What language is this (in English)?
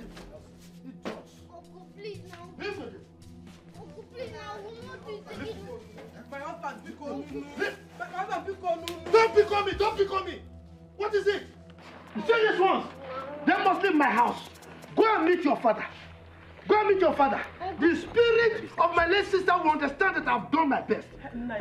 Nigerian Pidgin